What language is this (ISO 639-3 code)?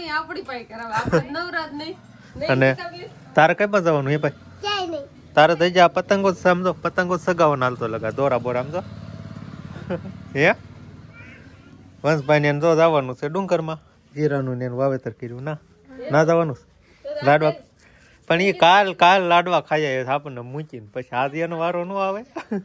guj